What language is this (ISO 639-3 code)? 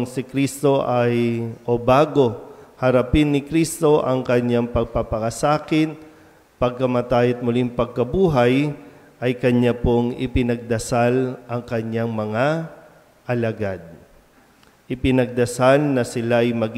fil